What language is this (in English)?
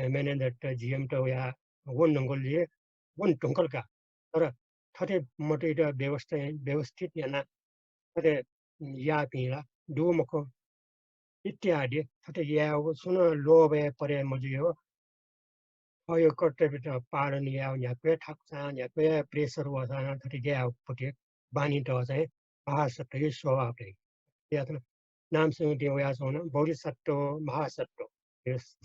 Newari